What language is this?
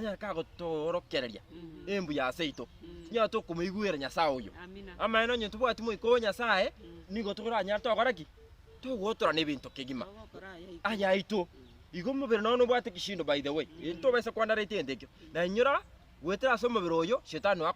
Gusii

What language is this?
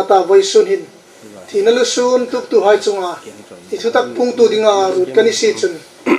Hmar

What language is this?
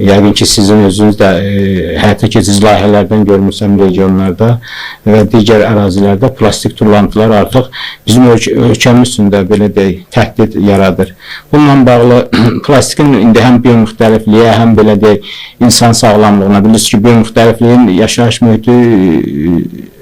Azerbaijani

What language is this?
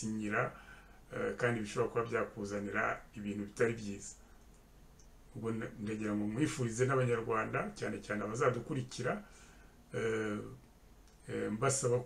Kinyarwanda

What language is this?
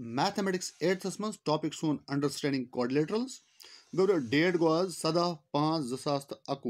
Kashmiri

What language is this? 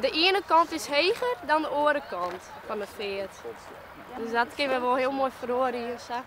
Western Frisian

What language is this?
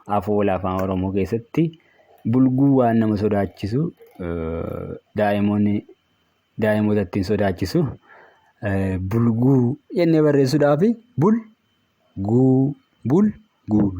Oromo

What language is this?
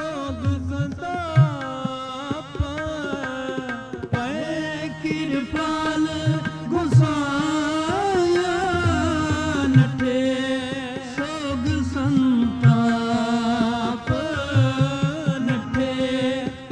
Punjabi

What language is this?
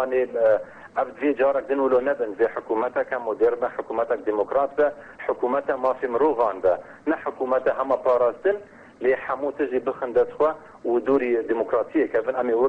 Kurdish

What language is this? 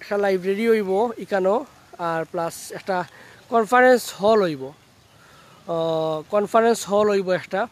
Sylheti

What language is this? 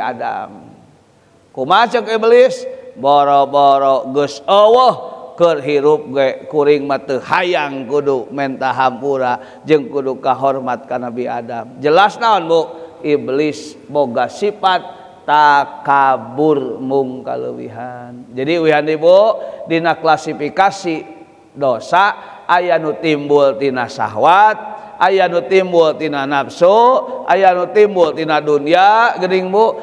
Sundanese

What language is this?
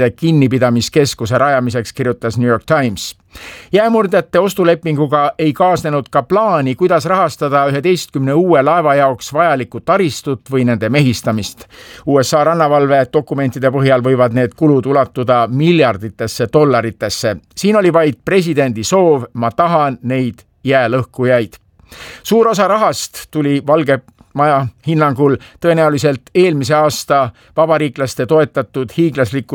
Estonian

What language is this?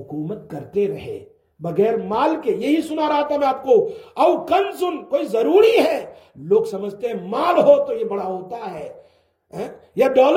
Urdu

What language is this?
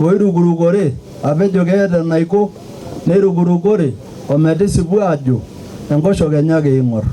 Masai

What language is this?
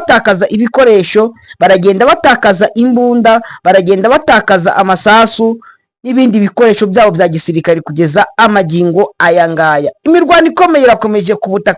Kinyarwanda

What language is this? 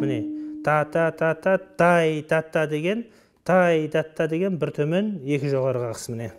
Kazakh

